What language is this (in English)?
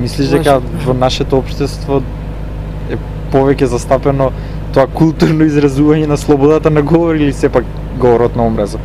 Macedonian